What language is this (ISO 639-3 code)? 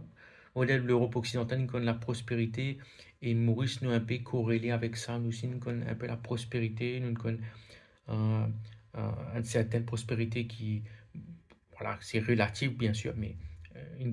mfe